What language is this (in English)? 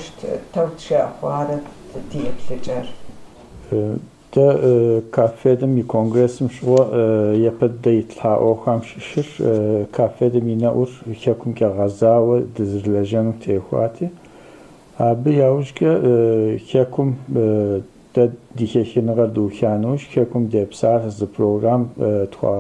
Kabardian